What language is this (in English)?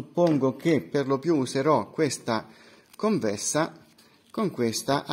Italian